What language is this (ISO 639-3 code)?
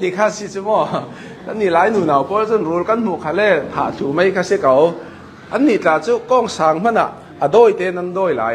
cnh